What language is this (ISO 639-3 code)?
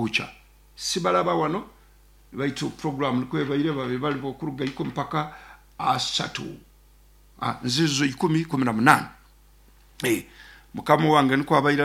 nyo